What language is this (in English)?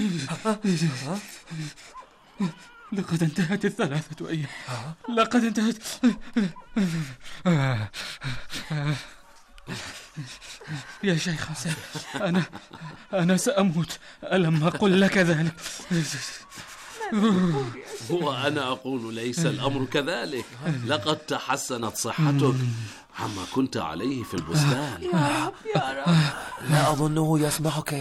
Arabic